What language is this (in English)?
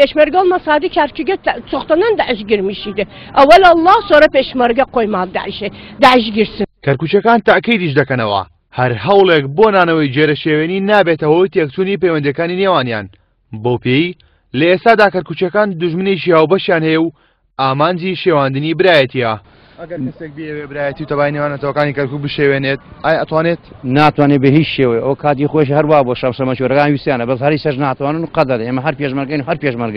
Central Kurdish